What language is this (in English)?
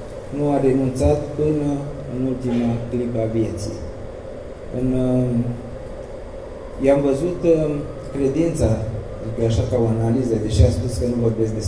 Romanian